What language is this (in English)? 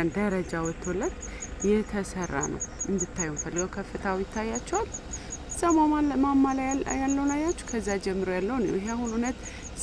Amharic